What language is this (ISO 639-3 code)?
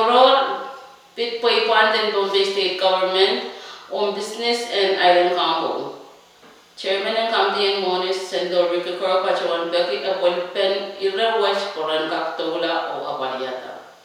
pon